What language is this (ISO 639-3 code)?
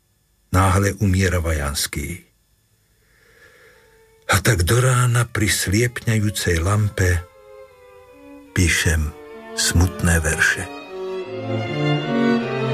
slk